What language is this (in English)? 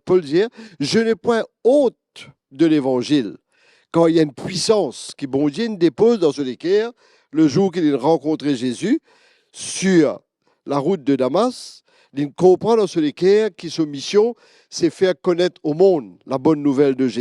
Morisyen